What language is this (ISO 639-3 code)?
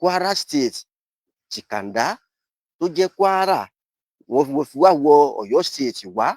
yor